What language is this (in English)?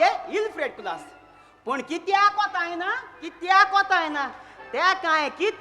Konkani